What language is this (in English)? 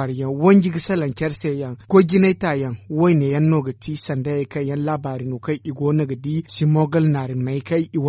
Zarma